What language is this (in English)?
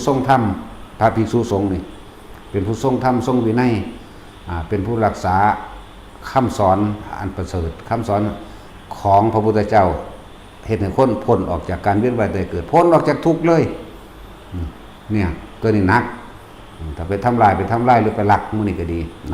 Northeastern Thai